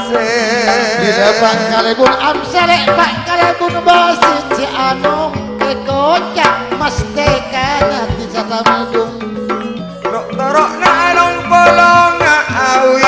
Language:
Madurese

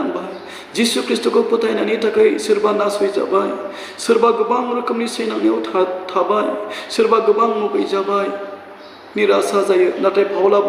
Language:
Bodo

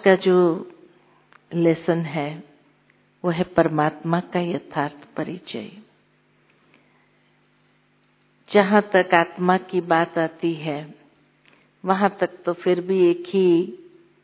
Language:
Hindi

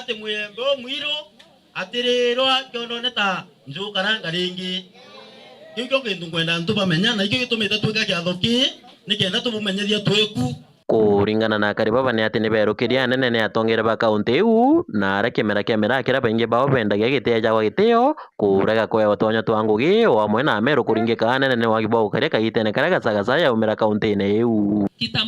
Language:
Meru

